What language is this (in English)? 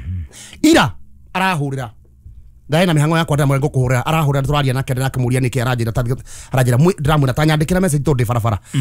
Kikuyu